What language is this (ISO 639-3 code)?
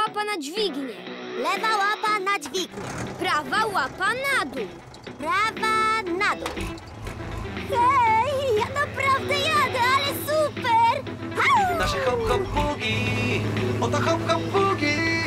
pol